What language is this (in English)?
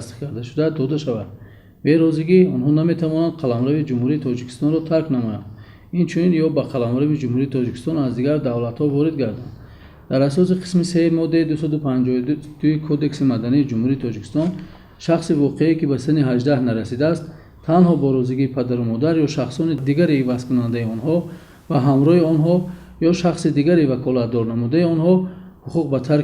Tajik